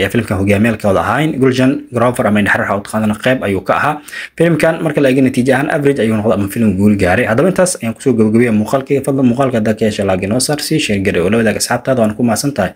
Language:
Somali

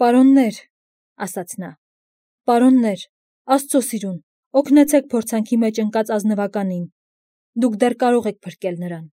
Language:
Armenian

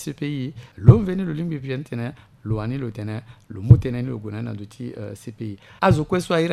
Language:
Sango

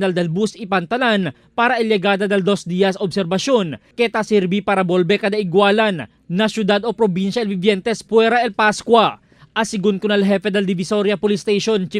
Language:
Chavacano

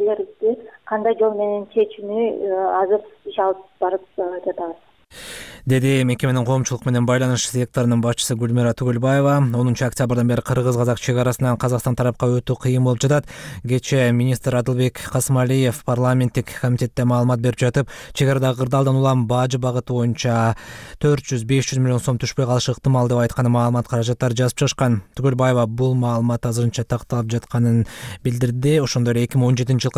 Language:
Kyrgyz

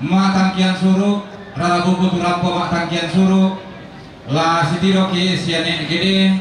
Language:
Toraja-Sa'dan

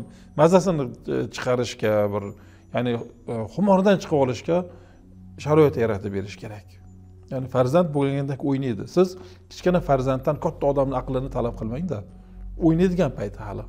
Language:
Uzbek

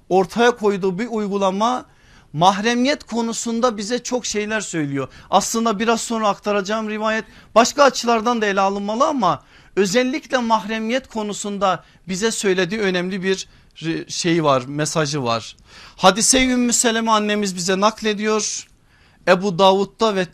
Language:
Turkish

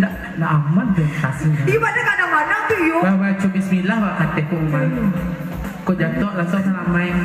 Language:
Minangkabau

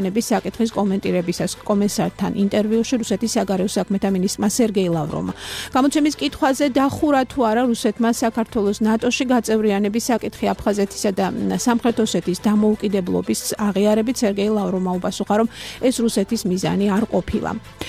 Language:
Georgian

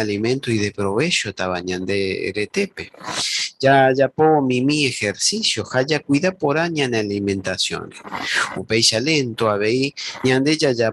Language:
Guarani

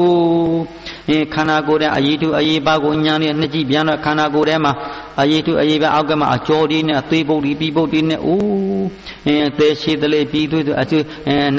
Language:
Burmese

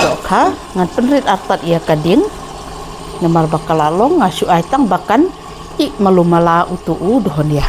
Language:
Khasi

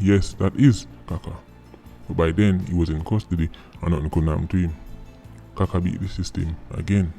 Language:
Jamaican Creole English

